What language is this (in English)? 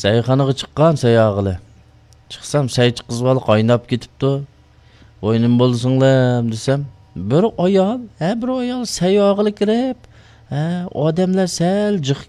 Uyghur